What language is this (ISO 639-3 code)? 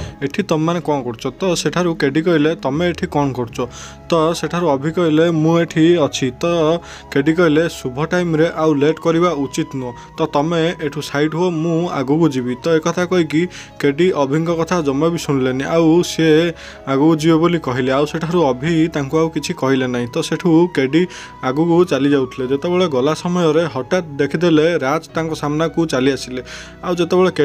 ori